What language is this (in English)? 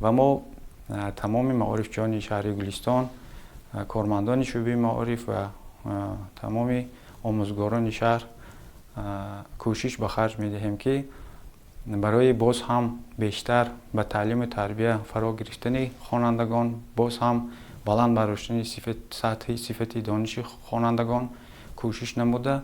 Tajik